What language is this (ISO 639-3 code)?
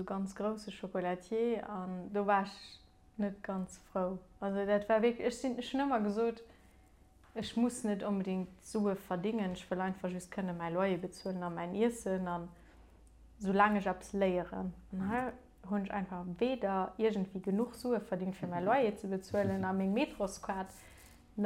ltz